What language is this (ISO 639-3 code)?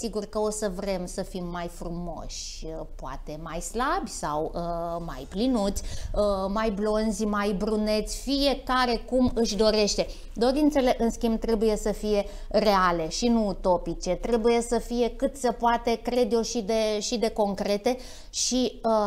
ron